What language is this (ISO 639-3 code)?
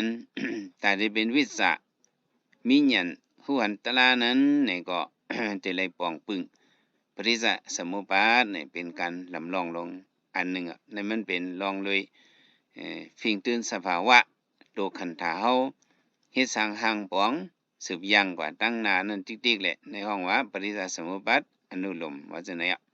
shn